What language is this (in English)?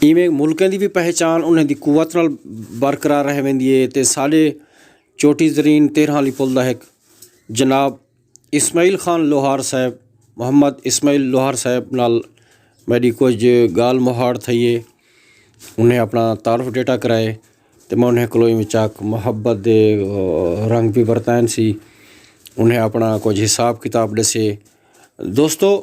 Saraiki